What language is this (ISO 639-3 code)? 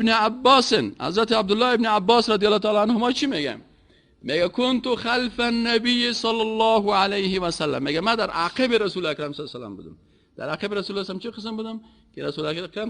fas